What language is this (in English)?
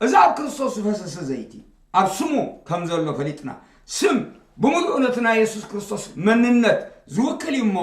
Tigrinya